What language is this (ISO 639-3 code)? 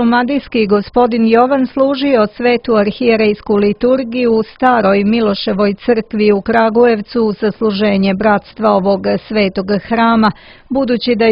srp